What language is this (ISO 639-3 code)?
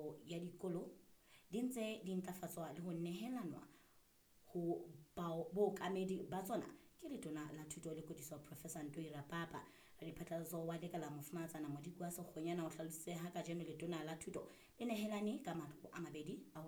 sot